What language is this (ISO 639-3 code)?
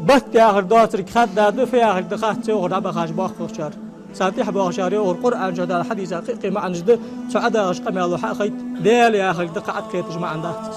inh